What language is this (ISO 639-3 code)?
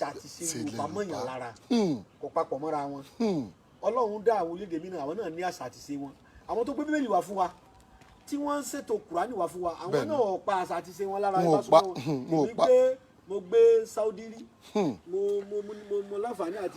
yor